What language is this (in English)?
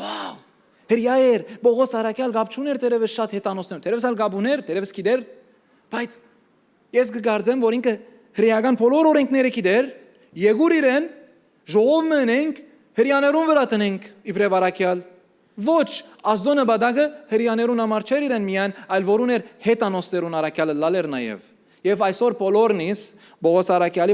Western Armenian